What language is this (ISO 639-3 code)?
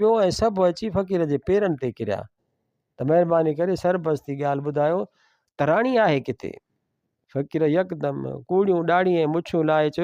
snd